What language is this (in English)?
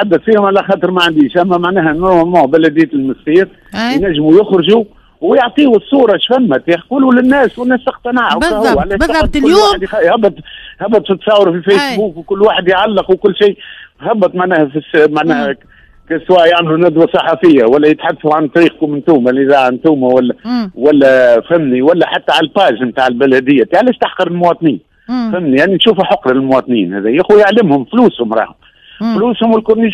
Tunisian Arabic